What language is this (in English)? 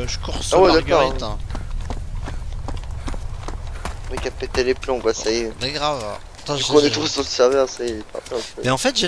French